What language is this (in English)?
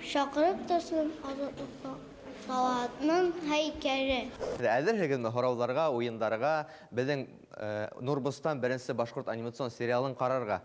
Bashkir